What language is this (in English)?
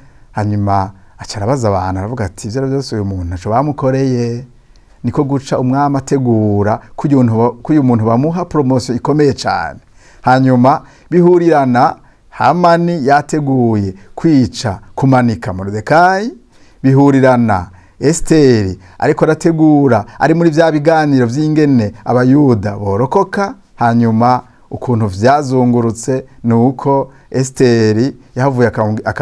Rundi